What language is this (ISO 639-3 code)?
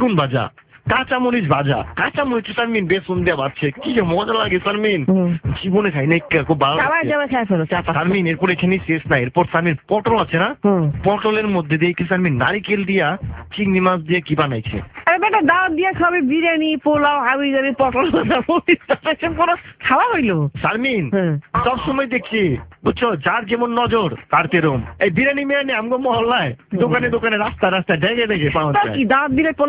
ben